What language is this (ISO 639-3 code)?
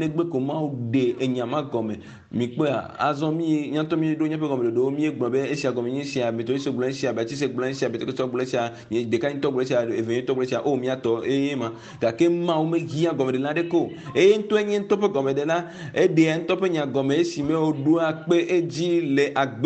ewe